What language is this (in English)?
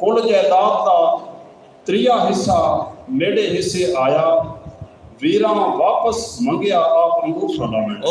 Saraiki